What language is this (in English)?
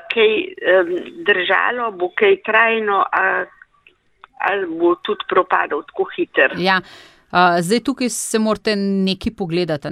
Slovenian